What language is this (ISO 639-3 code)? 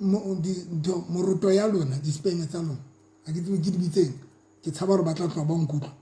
sot